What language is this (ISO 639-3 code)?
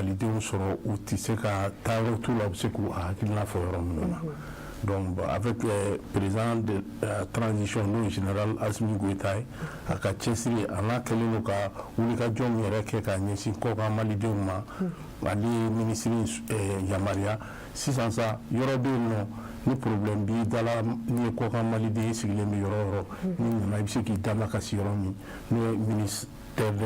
bam